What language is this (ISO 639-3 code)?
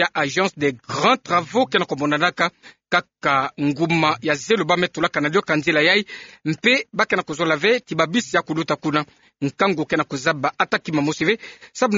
ktu